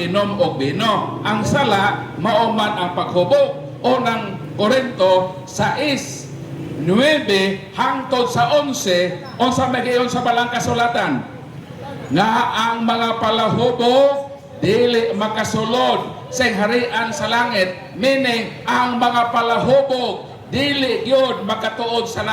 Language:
Cebuano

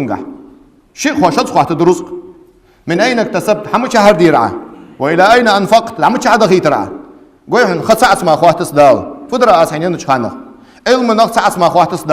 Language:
Ingush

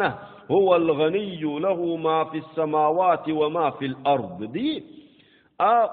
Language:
Sidamo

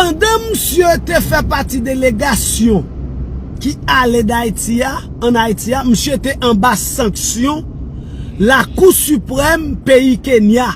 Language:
Haitian Creole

